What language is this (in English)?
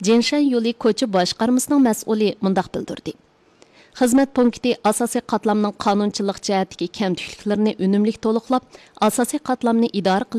Uyghur